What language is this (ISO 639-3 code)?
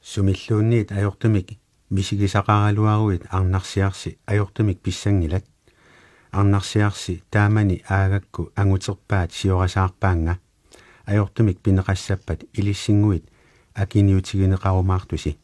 kal